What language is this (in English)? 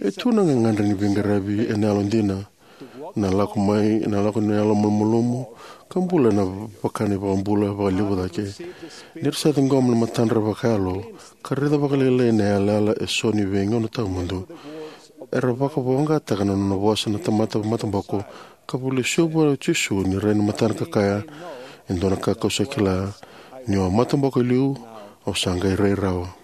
Fijian